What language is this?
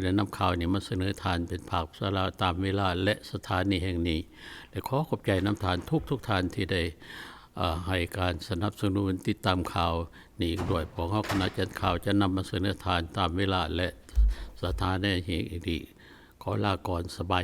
Lao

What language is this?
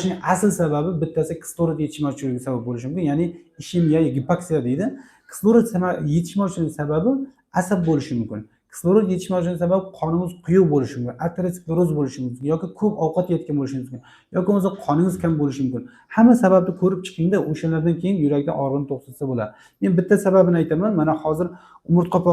Uzbek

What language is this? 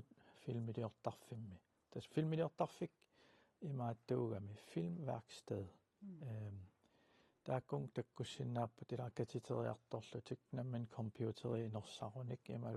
Kalaallisut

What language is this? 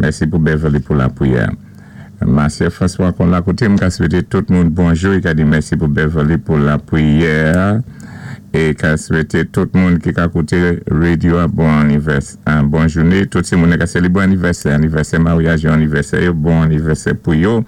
Saint Lucian Creole French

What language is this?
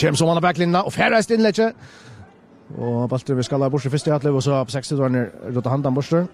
Faroese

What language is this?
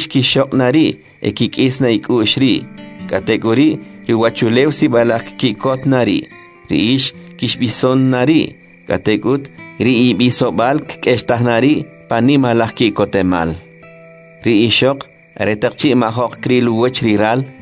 Kʼicheʼ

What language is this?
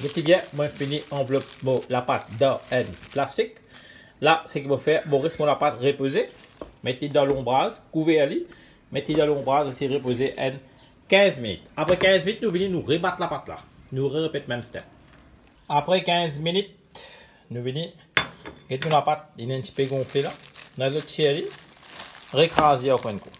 Morisyen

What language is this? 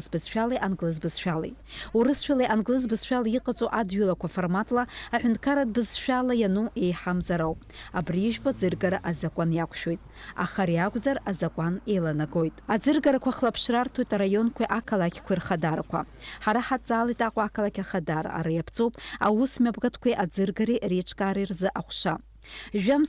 Abkhazian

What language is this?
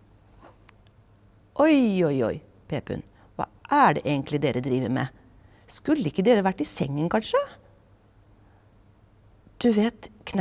Norwegian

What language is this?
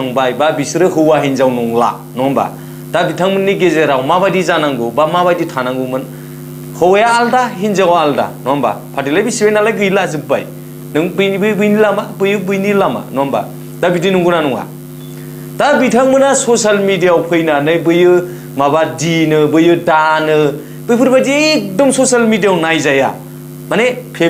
Bodo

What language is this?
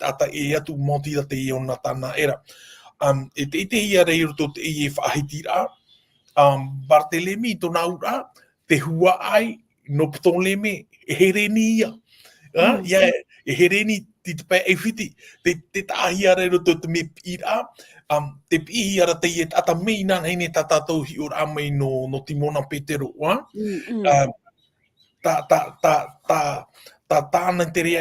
Tahitian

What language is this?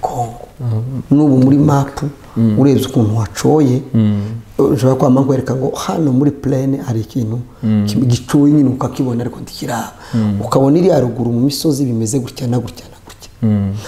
Kinyarwanda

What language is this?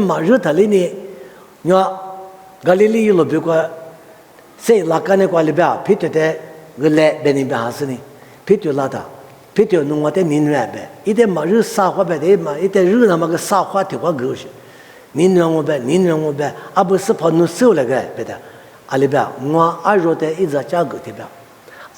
Lisu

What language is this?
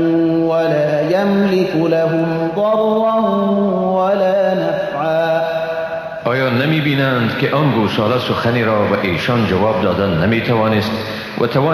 Persian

